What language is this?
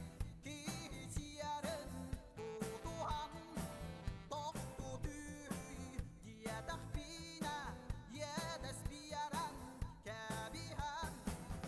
Yakut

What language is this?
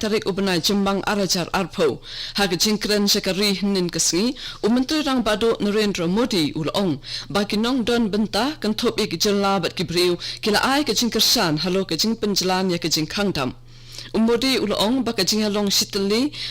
Khasi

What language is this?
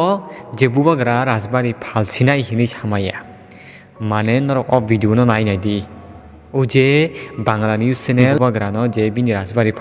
Kok Borok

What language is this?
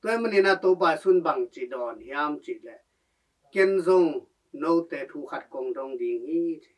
Tedim Chin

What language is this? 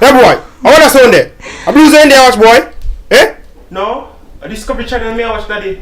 Jamaican Creole English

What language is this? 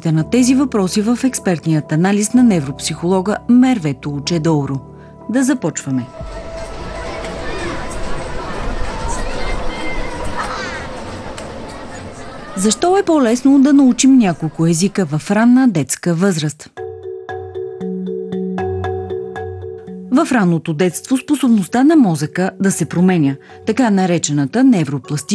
Bulgarian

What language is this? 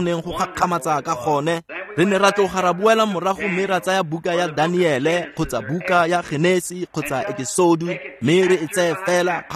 Tswana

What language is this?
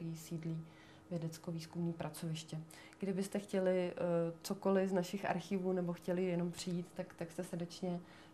Czech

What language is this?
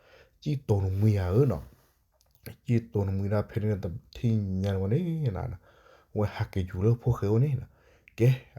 S'gaw Karen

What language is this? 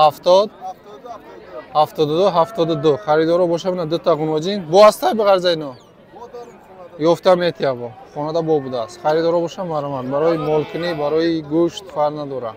Tajik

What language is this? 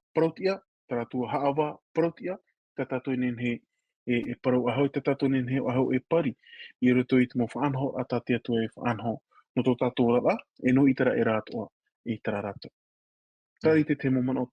Tahitian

